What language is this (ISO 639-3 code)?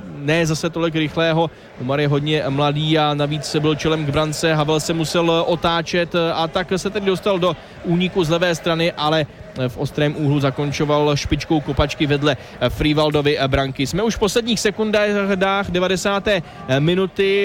ces